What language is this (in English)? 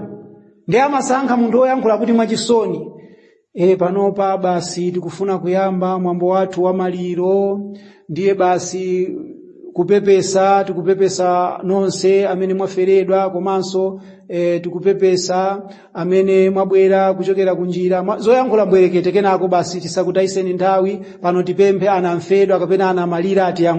Nyanja